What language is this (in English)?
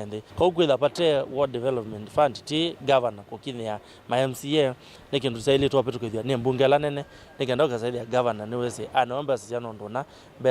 Kamba